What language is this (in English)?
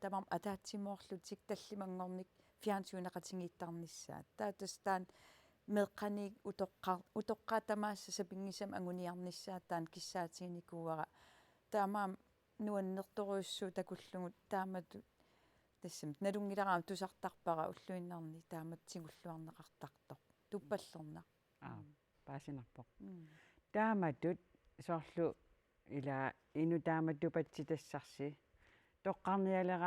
Kalaallisut